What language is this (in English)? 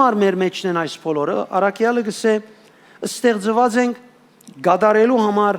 Western Armenian